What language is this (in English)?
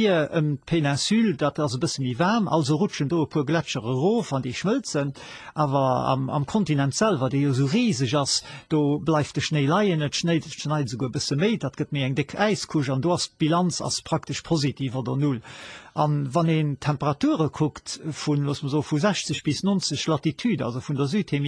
Luxembourgish